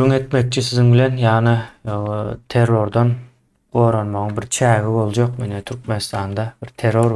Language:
Turkmen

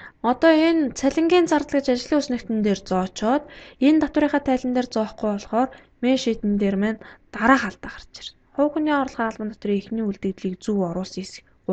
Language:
Mongolian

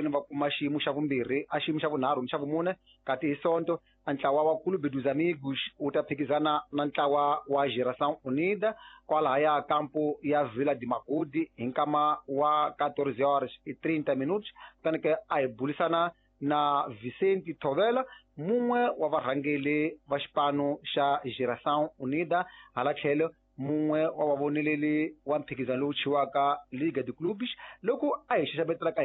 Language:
Tsonga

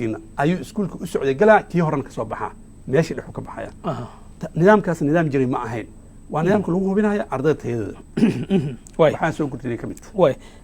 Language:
Somali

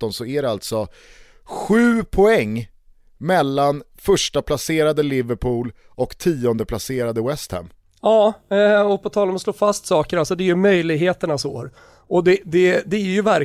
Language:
Swedish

